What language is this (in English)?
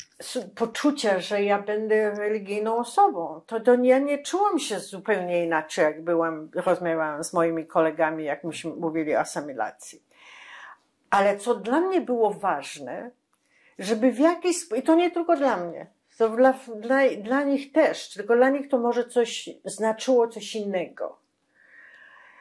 Polish